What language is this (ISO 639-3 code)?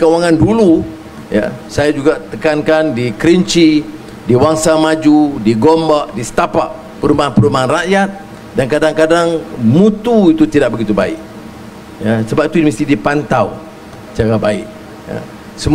msa